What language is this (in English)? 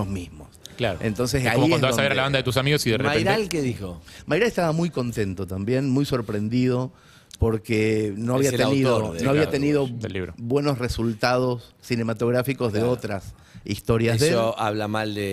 Spanish